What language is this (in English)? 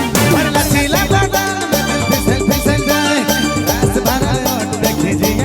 Sadri